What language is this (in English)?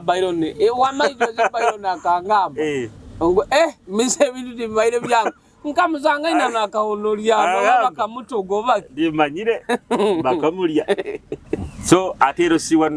Nyoro